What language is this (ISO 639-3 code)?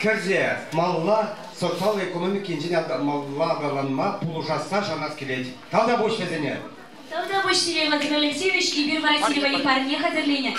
chv